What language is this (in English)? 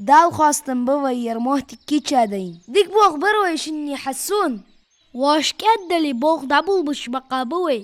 Ingush